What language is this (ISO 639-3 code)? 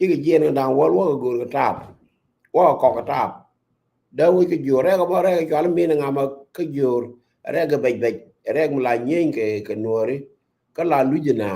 nus